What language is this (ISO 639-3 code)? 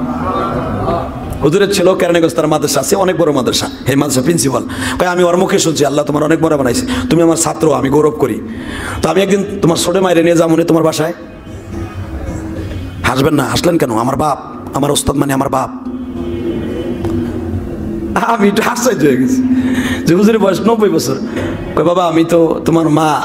ben